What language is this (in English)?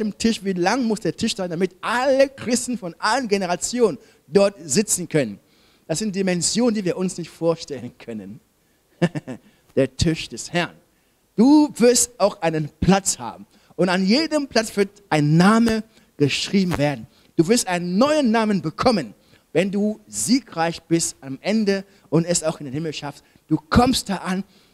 German